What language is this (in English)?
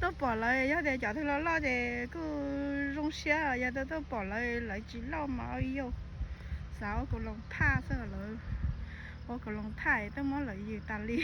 Hmong